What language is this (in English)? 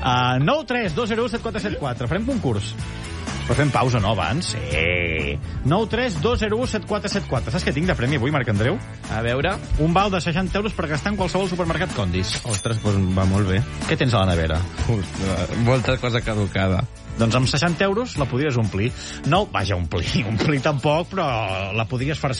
Catalan